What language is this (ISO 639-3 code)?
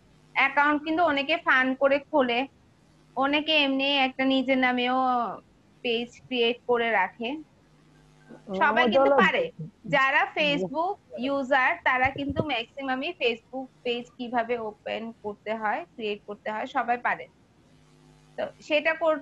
ben